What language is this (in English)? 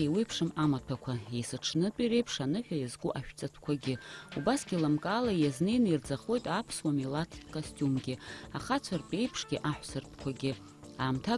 Abkhazian